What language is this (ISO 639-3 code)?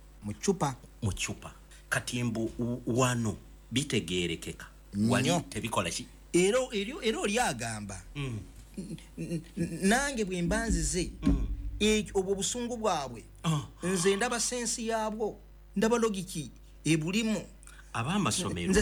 lug